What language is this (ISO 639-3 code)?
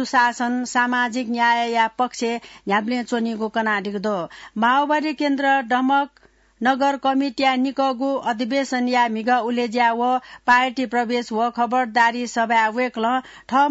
new